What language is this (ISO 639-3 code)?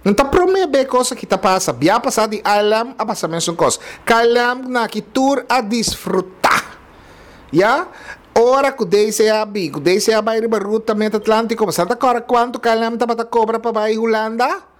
pap